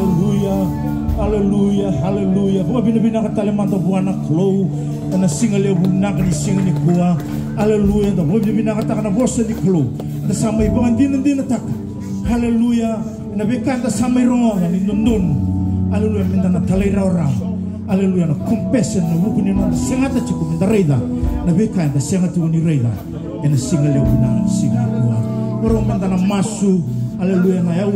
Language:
Fijian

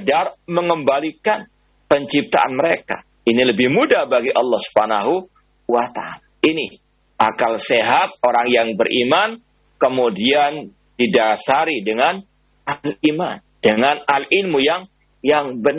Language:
Indonesian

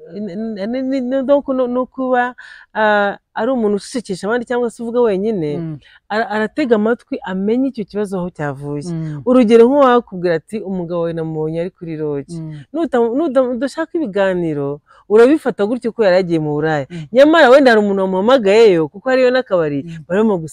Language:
Kinyarwanda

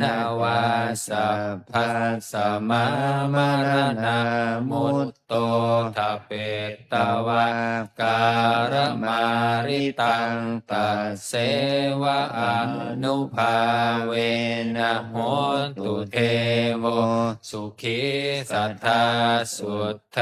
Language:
Pali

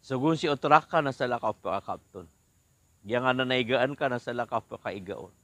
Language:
Maranao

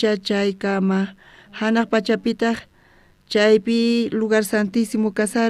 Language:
South Bolivian Quechua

